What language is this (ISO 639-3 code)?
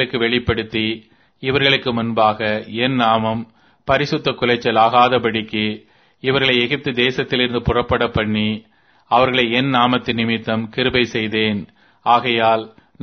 tam